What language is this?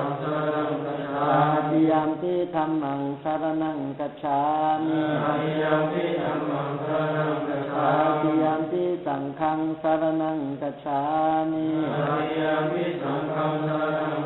Pali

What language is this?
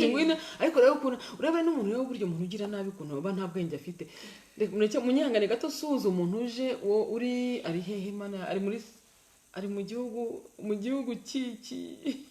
Kinyarwanda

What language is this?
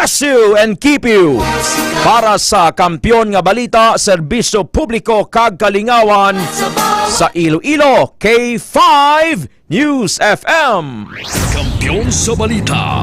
Hiligaynon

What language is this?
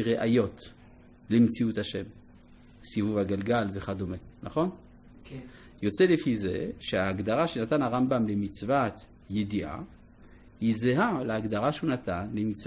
Hebrew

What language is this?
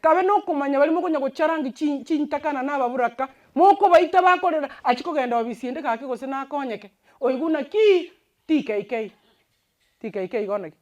Gusii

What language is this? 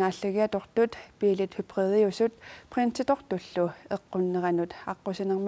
Kalaallisut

